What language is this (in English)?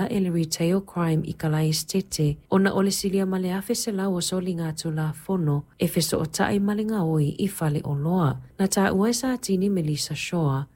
Samoan